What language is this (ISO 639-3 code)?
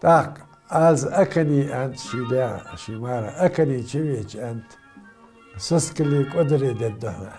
inh